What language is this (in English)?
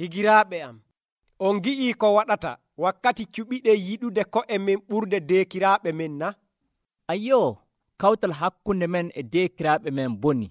Nigerian Fulfulde